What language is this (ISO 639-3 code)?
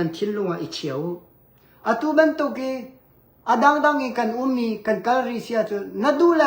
cnh